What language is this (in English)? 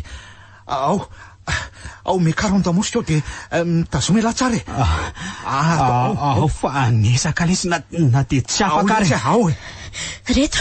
Malagasy